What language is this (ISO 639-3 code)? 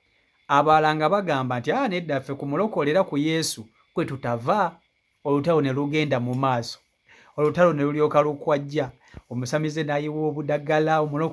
lug